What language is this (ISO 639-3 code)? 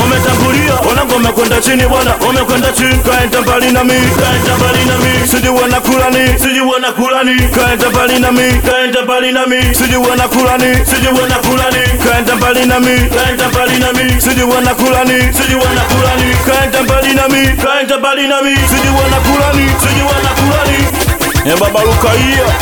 swa